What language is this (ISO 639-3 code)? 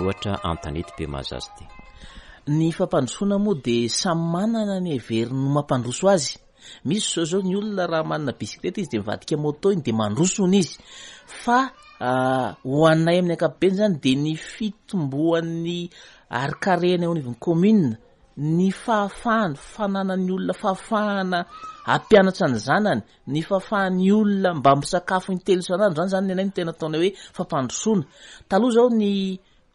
mlg